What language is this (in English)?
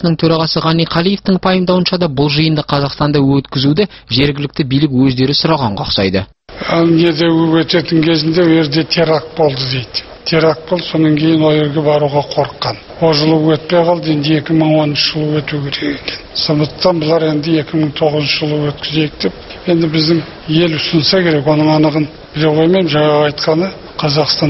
Kazakh